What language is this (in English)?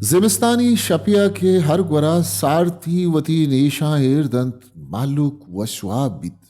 Baluchi